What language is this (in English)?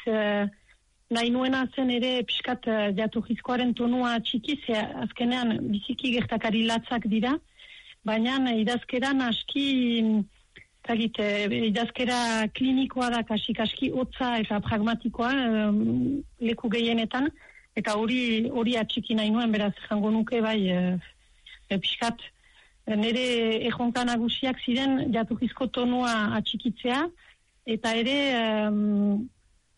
Basque